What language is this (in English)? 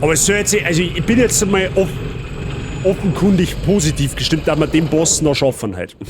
Bavarian